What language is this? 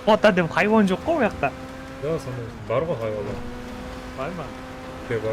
Kara-Kalpak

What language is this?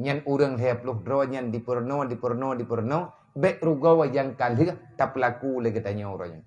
Achinese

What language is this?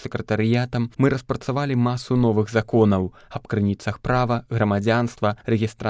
Belarusian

